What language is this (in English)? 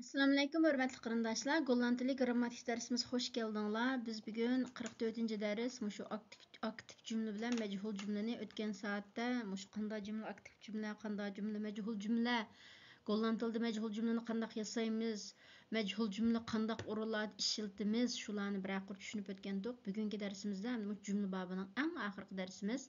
Uyghur